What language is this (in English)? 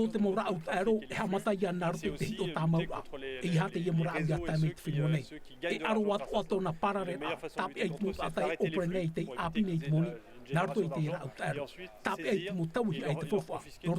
Tahitian